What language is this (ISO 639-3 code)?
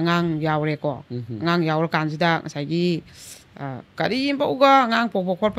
mni